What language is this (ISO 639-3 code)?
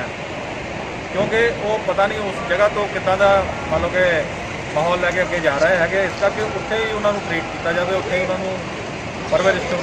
pan